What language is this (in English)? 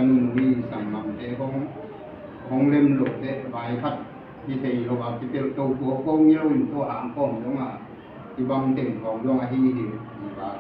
Tedim Chin